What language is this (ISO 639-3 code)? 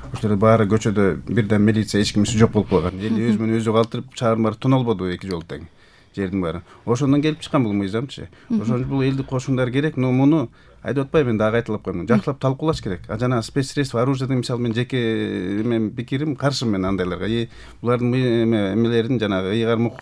kir